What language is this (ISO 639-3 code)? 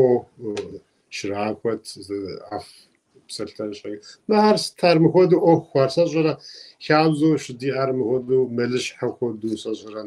kbd